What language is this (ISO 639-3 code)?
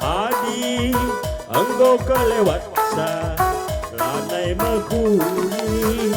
btx